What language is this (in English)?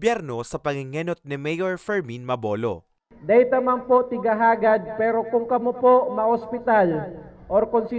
Bikol